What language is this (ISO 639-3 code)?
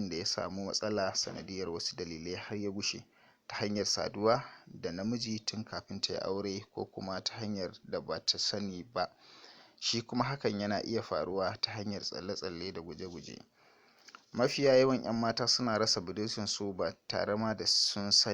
hau